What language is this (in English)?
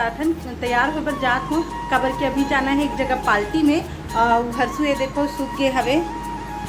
Chhattisgarhi